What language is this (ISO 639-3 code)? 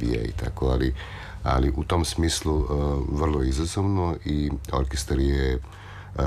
srp